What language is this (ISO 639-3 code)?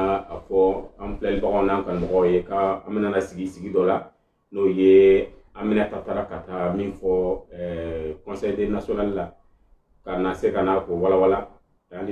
bam